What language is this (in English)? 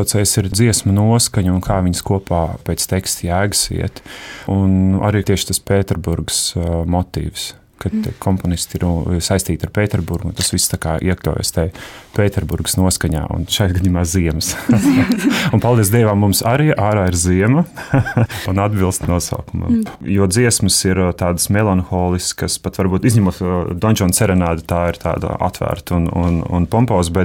Latvian